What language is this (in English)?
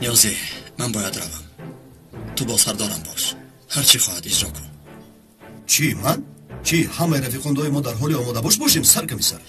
Tajik